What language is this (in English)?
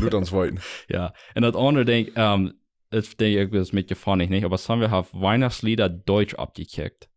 Plautdietsch